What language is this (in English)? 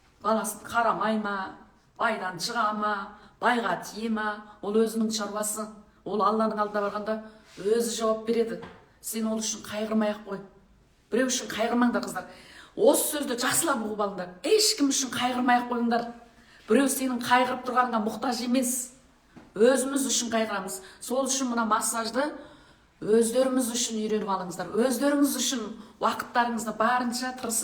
Kazakh